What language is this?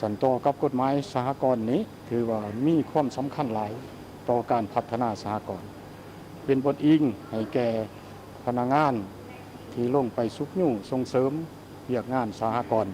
Lao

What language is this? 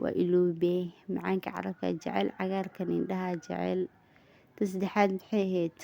Somali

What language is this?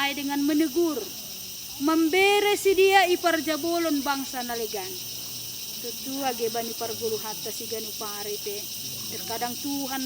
Batak Simalungun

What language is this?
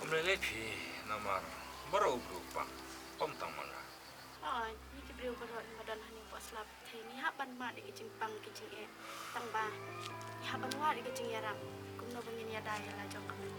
Khasi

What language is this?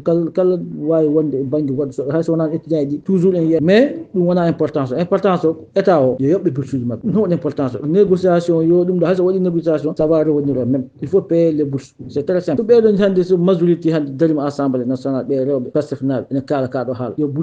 Fula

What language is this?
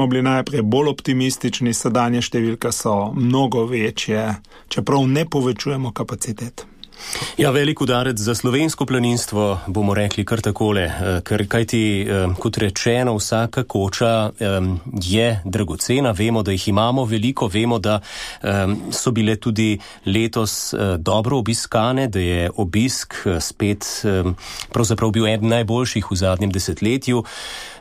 Slovenian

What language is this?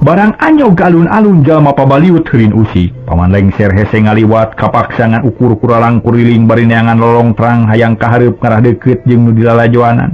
Sundanese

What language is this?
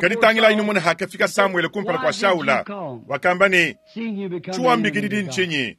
Luba-Lulua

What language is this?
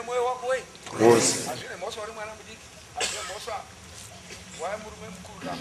Shona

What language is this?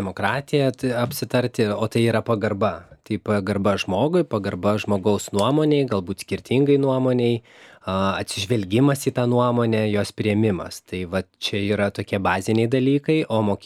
Lithuanian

